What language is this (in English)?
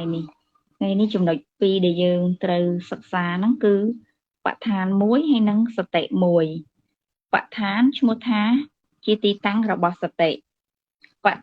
Khmer